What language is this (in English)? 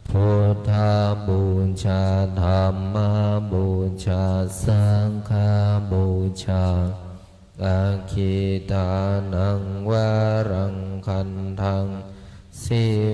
Pali